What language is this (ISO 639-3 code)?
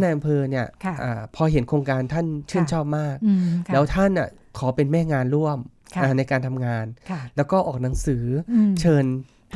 tha